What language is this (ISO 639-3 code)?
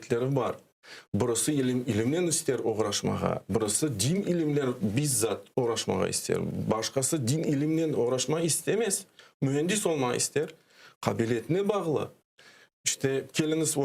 crh